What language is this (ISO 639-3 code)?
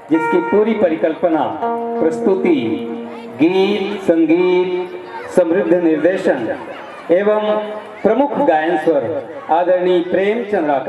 hne